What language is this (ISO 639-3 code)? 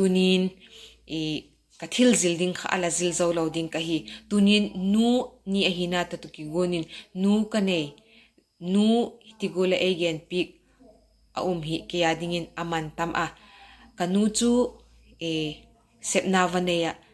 vap